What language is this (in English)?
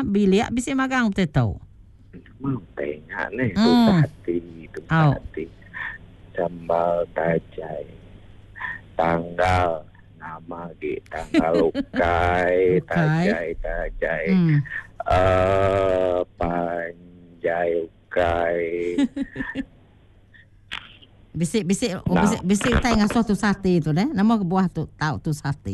Iban